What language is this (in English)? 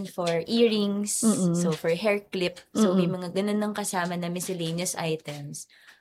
Filipino